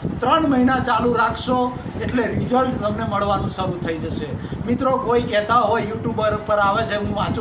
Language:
Gujarati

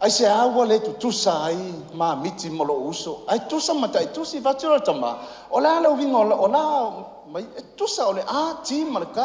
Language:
Samoan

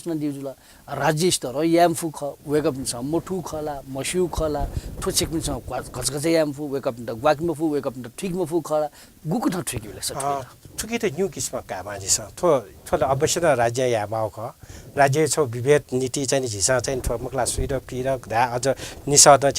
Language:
Newari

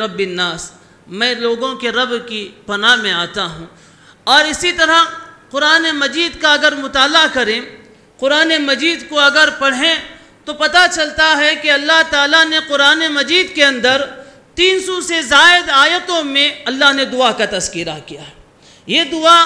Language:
Urdu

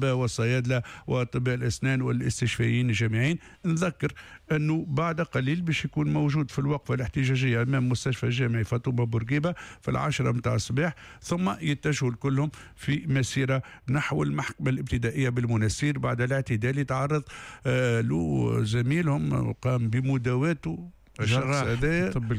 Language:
Tunisian Arabic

